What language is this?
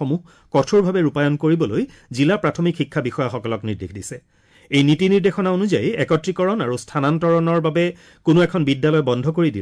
Assamese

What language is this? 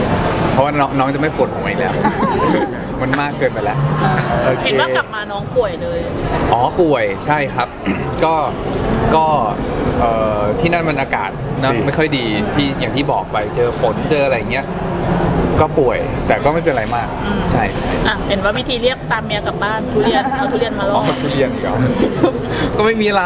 Thai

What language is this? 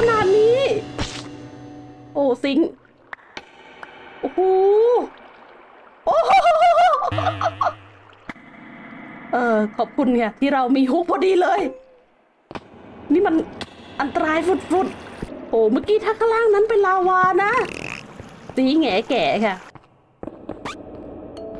Thai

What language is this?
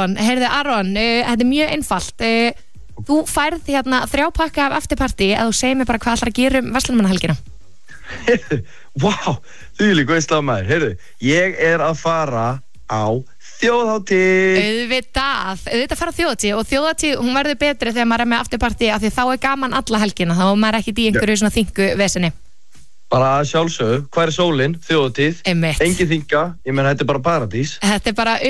Icelandic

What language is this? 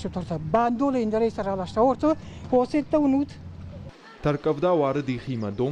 Ossetic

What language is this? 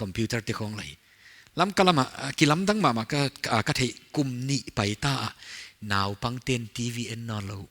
Paite Chin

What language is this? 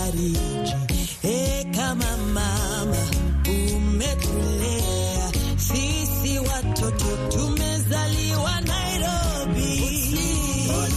Swahili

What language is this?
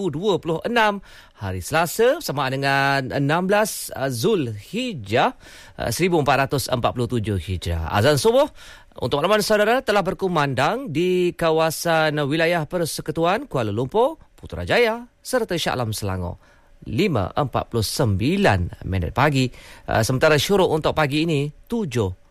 Malay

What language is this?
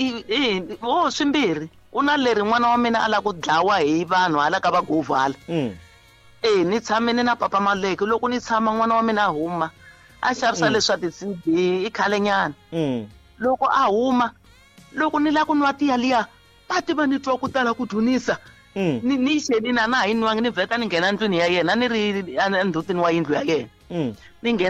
Tsonga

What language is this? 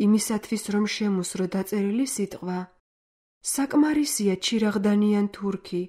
Georgian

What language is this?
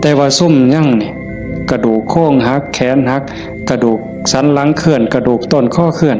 Northeastern Thai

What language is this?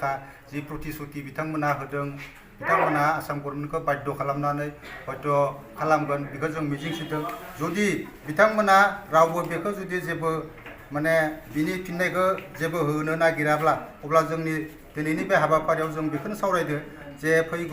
Bodo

